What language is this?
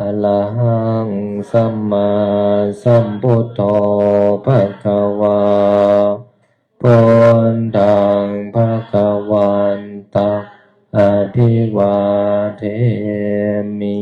Pali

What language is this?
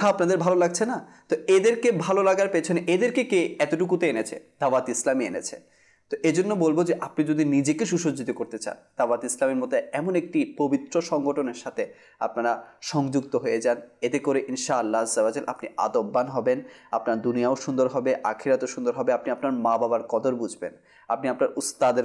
Bangla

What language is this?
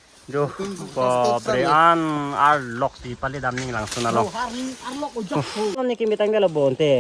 Karbi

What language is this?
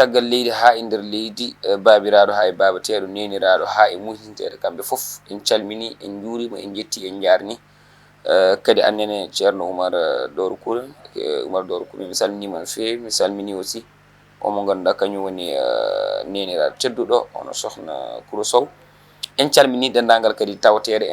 Fula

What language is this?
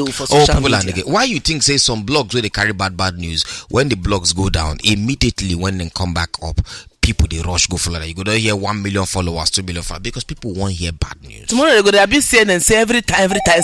Nigerian Pidgin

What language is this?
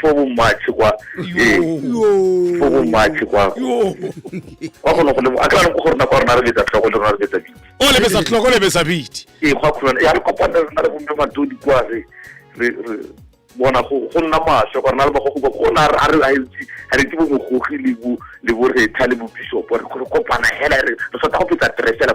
Tswana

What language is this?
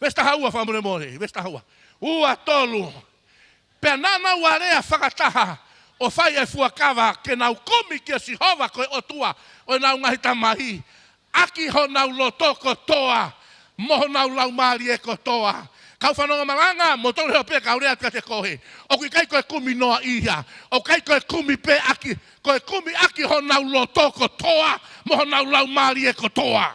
Tongan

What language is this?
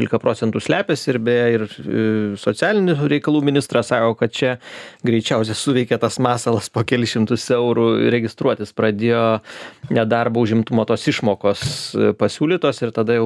Lithuanian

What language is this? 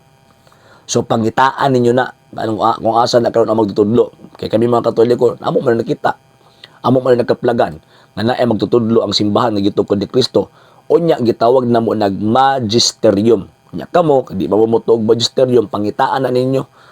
Cebuano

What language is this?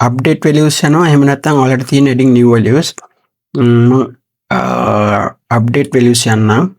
Sinhala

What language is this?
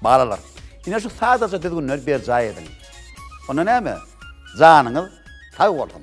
Turkmen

